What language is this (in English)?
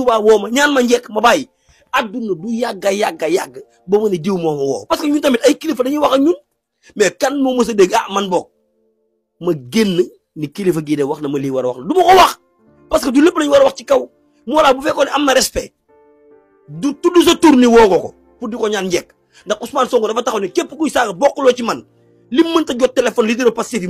Wolof